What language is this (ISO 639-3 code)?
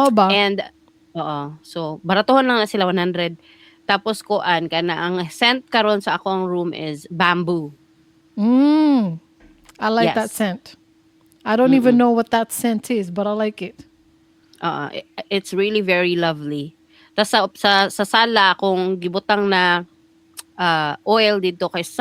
ceb